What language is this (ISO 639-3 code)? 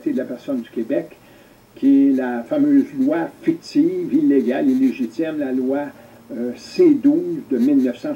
fra